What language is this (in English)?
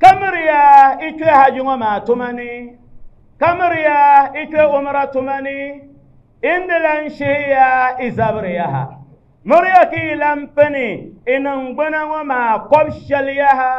Dagbani